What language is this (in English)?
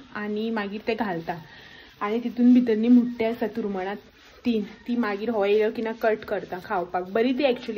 Konkani